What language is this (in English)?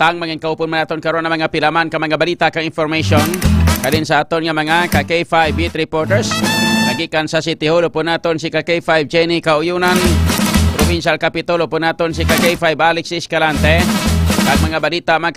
Hiligaynon